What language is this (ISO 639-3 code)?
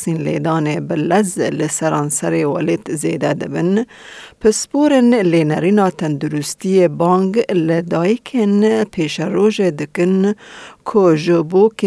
kur